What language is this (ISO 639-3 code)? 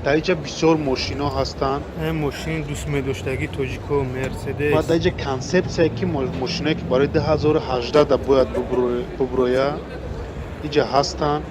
tgk